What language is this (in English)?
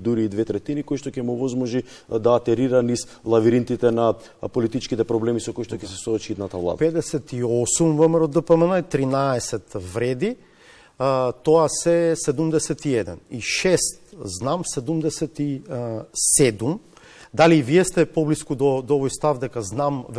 Macedonian